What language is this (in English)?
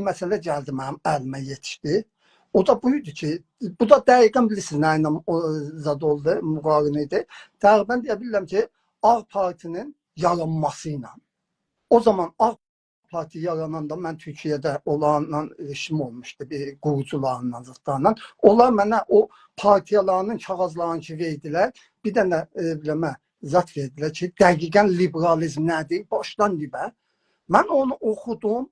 South Azerbaijani